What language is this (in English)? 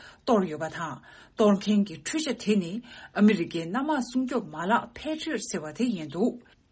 Tibetan